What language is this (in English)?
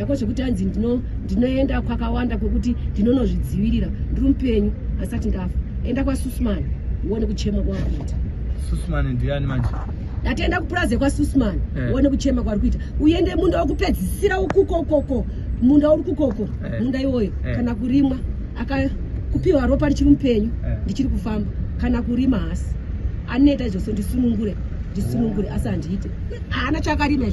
Shona